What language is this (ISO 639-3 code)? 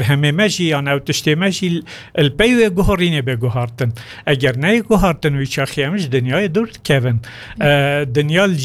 kur